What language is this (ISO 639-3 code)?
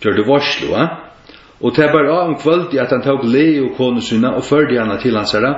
fao